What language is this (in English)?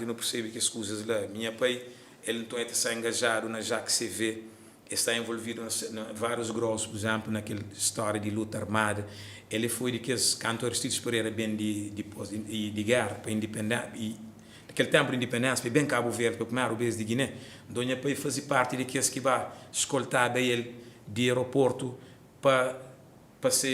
Kabuverdianu